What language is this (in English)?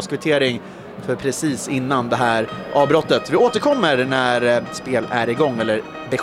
Swedish